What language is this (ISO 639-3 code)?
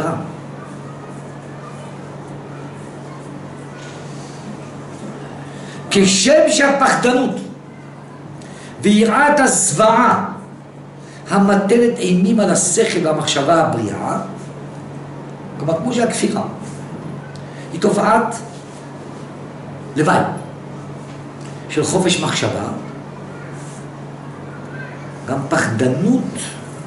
heb